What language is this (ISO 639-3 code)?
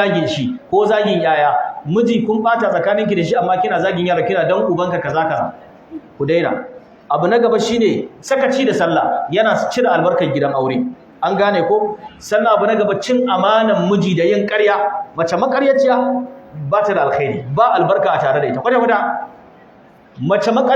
hau